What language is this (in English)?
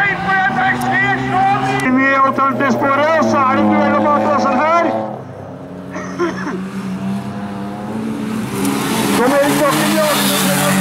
Norwegian